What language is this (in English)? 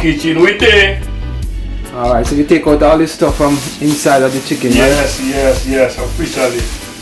Jamaican Creole English